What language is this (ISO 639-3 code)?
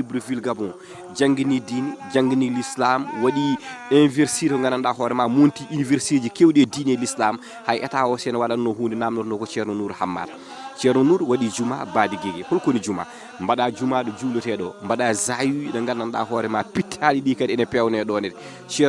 ful